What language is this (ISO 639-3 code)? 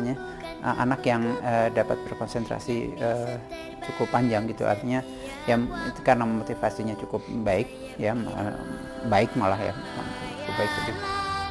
ind